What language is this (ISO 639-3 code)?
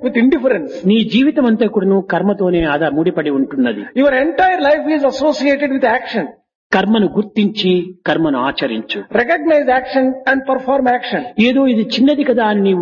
tel